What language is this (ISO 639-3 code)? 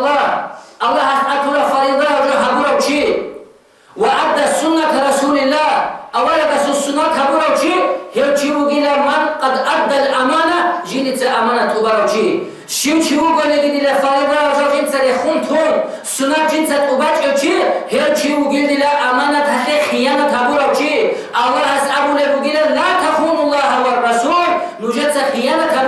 ava